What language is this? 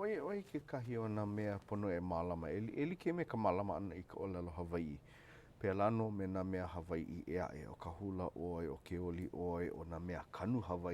Hawaiian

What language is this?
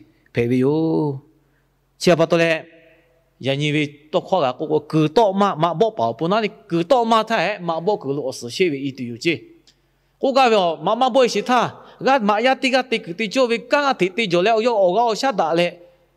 Lahu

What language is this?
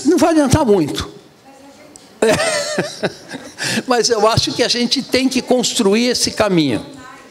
Portuguese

